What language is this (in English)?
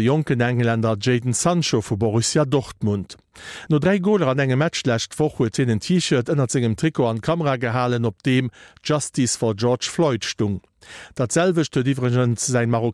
Luxembourgish